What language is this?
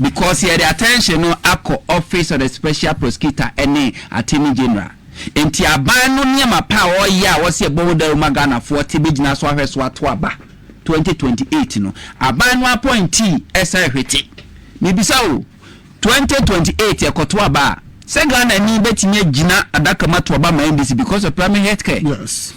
Akan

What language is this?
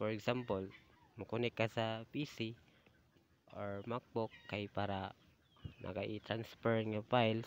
Cebuano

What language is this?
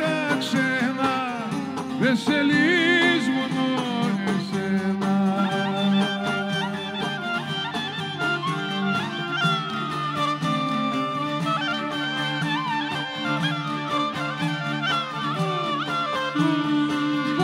Greek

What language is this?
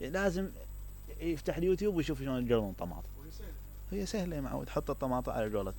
Mesopotamian Arabic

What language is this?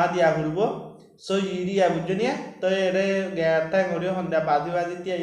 Rohingya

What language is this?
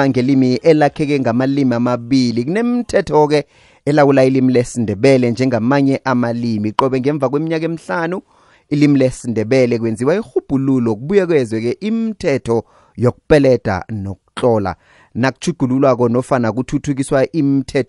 South Ndebele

